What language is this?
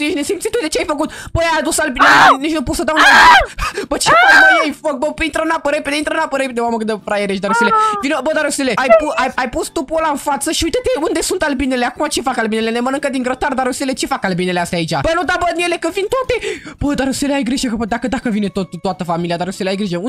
Romanian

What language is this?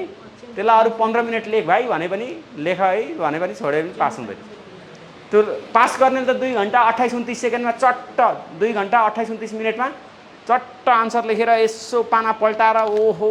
Nepali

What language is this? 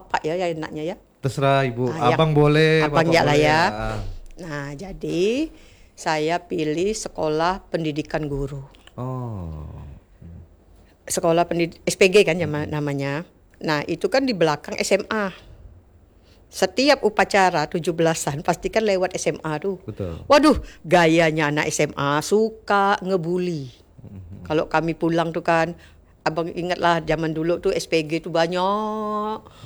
Indonesian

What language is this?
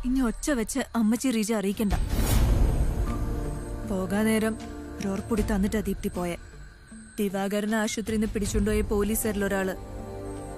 Malayalam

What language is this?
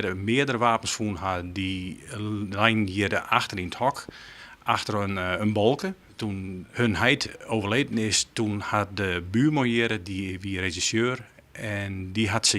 Western Frisian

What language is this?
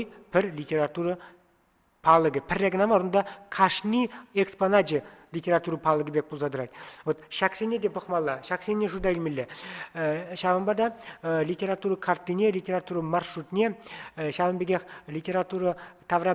Chuvash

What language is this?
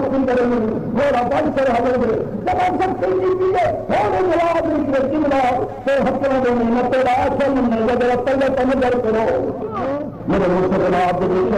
Saraiki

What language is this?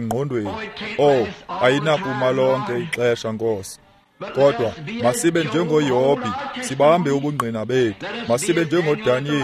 Xhosa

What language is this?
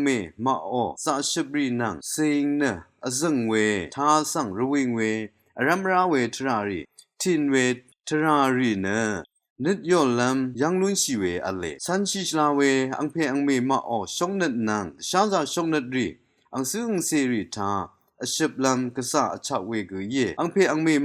Rawang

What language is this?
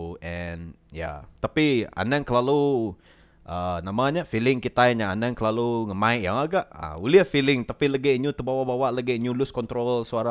Iban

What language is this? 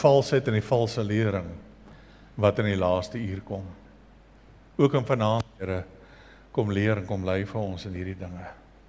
Afrikaans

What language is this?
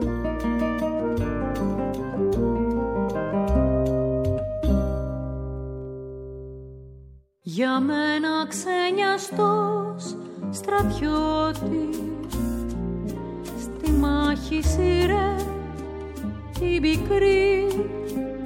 Greek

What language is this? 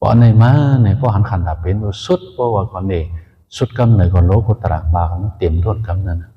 Shan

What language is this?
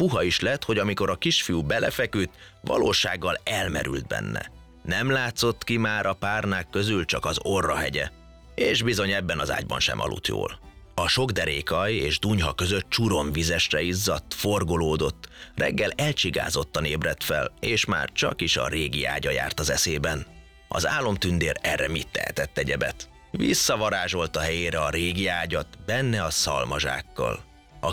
Hungarian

